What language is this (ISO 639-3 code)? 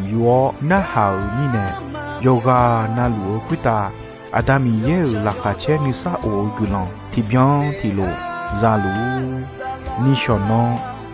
ahk